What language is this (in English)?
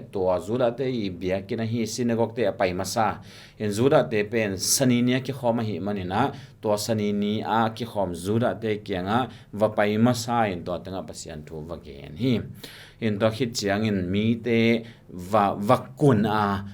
Tedim Chin